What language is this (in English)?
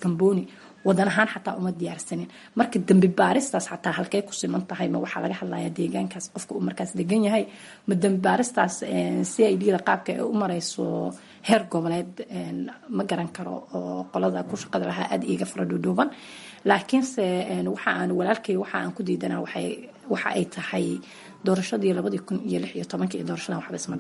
Somali